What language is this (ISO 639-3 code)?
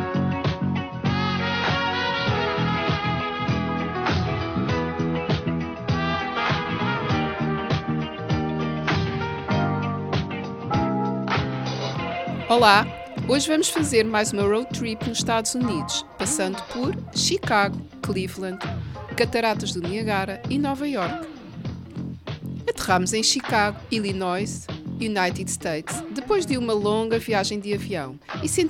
por